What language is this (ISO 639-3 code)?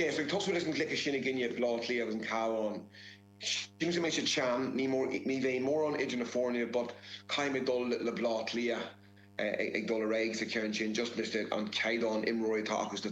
gle